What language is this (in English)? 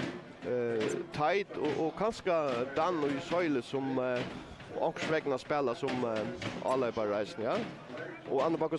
Faroese